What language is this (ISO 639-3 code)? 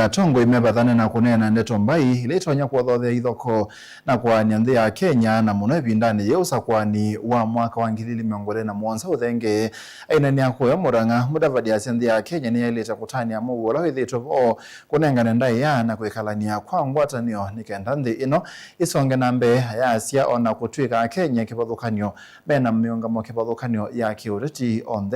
kam